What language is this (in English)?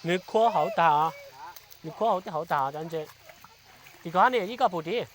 Hmong